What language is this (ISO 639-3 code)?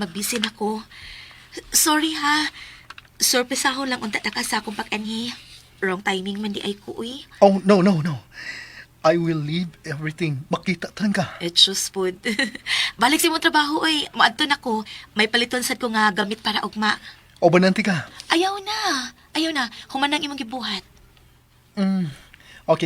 ceb